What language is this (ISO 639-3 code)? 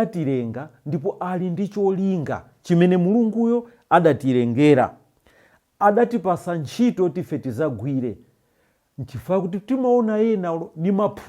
nya